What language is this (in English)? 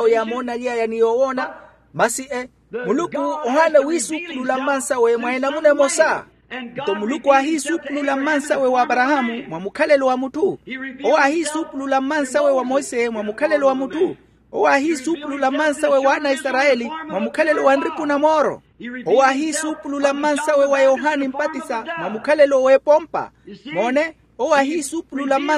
Makhuwa